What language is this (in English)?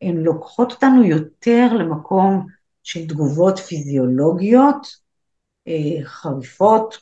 Hebrew